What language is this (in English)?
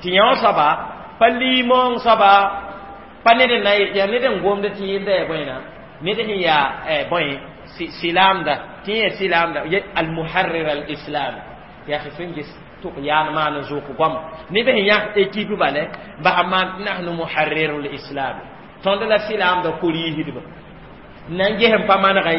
Mossi